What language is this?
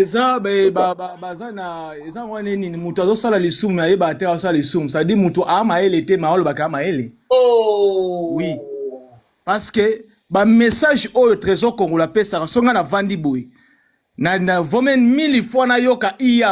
Lingala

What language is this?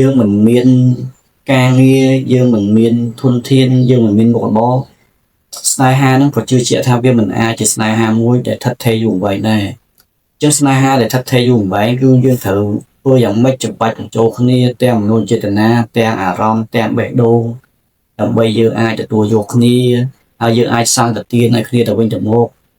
Khmer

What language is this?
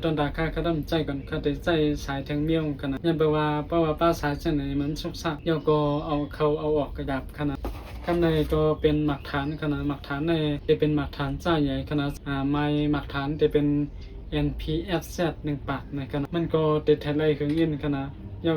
Shan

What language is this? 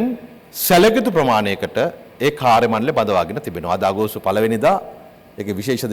Sinhala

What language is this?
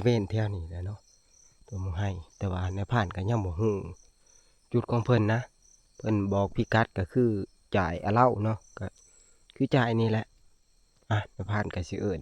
Northeastern Thai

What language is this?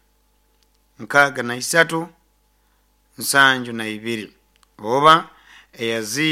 Nyoro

